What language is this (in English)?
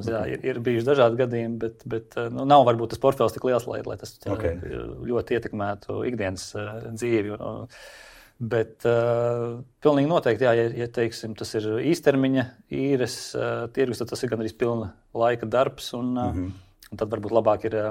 Latvian